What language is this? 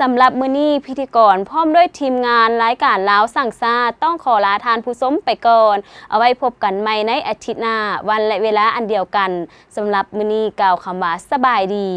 Lao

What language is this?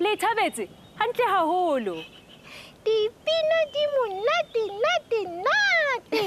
Southern Sotho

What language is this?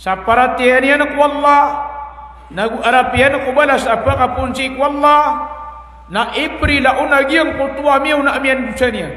Maranao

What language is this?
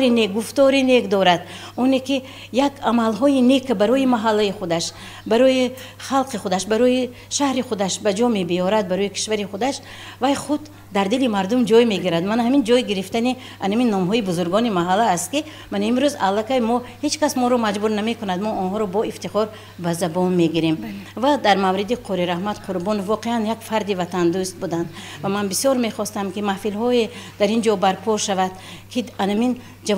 Tajik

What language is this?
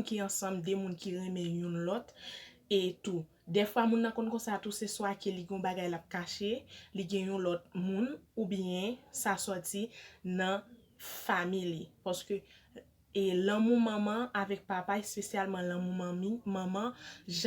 Haitian Creole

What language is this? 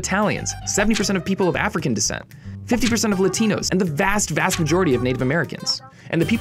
English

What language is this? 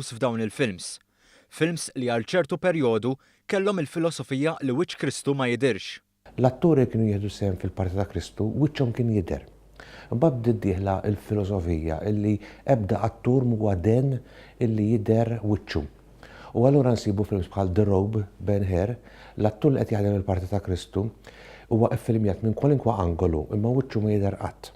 Maltese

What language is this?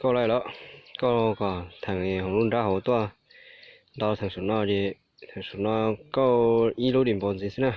Hmong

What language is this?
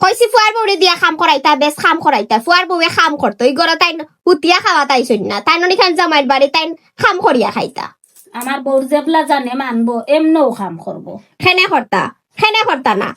Sylheti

